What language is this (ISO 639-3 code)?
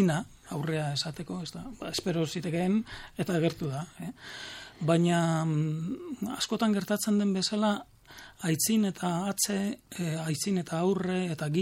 eus